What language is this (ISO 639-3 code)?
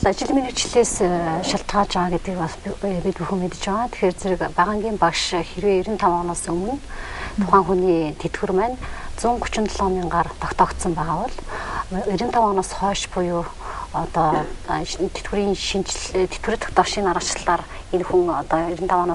mon